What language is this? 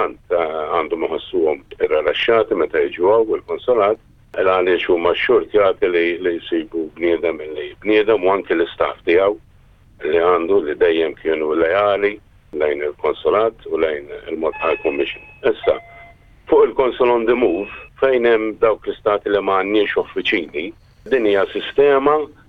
Maltese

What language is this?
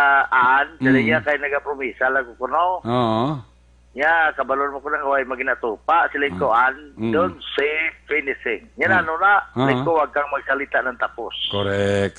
Hiligaynon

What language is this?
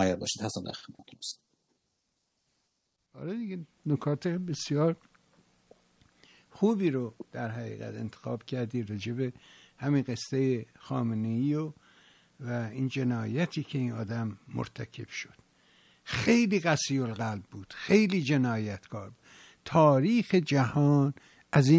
Persian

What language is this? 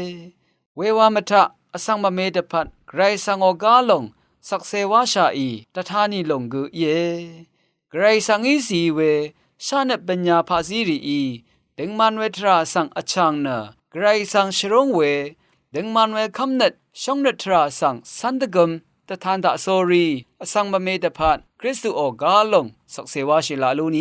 Rawang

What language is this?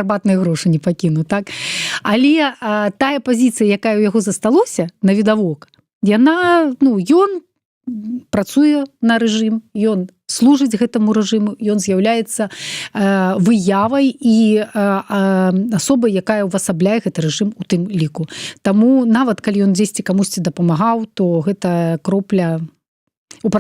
Belarusian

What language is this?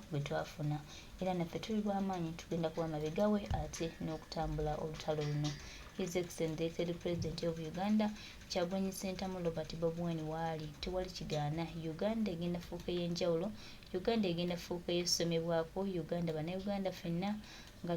Ganda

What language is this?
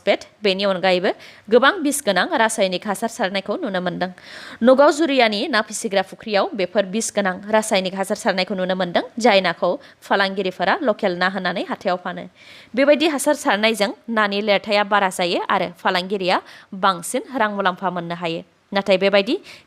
Bodo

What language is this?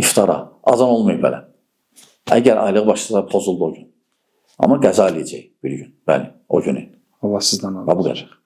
Azerbaijani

